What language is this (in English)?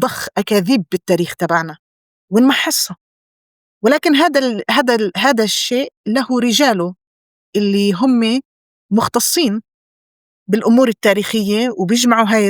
North Levantine Arabic